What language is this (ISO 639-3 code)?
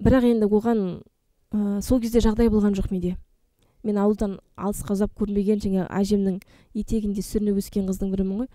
kaz